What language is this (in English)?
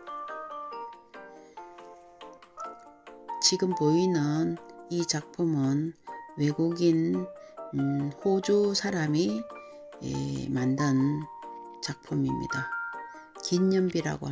Korean